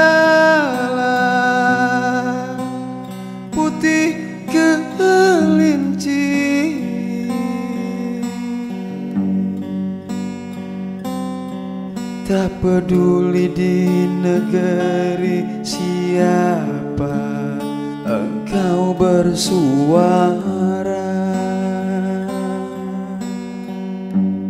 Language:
Indonesian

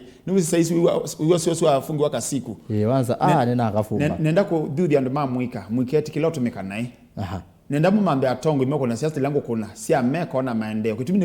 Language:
Kamba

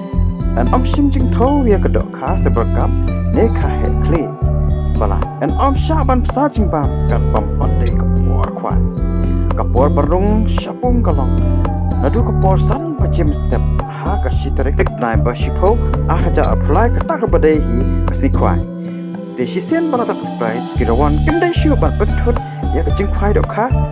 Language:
Khasi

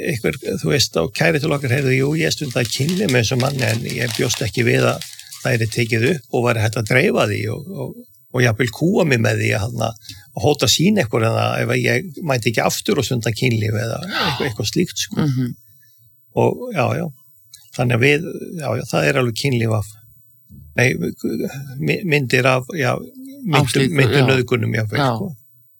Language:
Icelandic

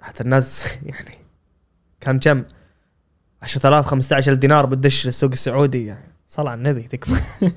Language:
Gulf Arabic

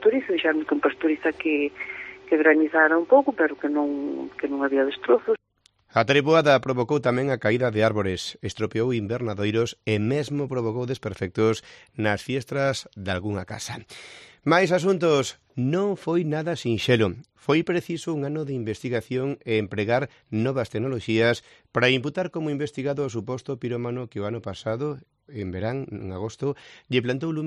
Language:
Galician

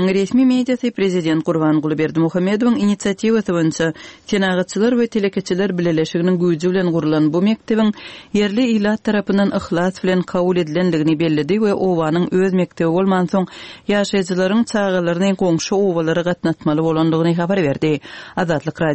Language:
Turkmen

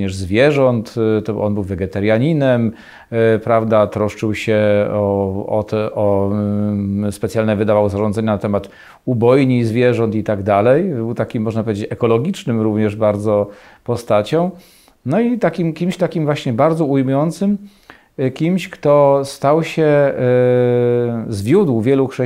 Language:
Polish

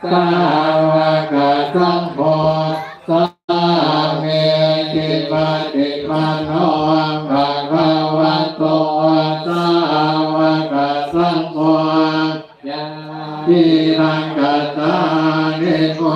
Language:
Pali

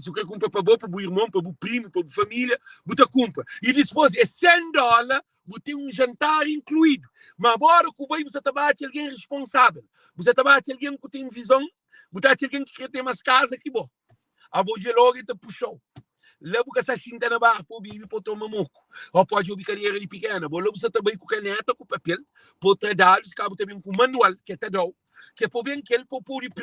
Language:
Kabuverdianu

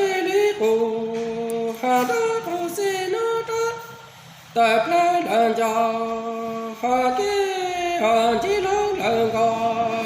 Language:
Hmong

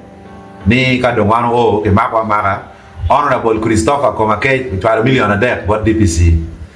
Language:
Acoli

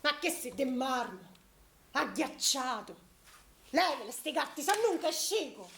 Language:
Sicilian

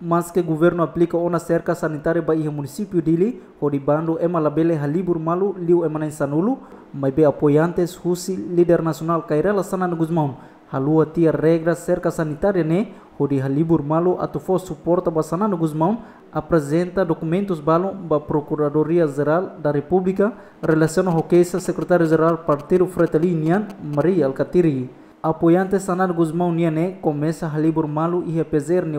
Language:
Tetum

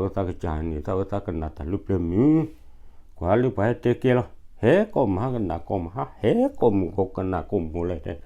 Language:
S'gaw Karen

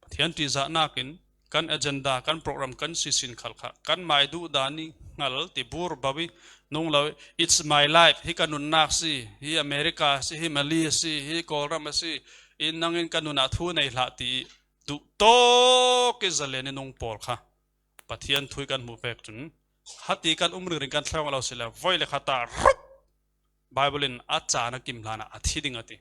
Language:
Falam Chin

